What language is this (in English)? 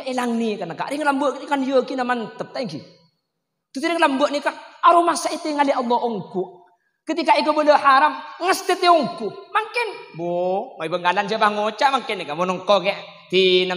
Madurese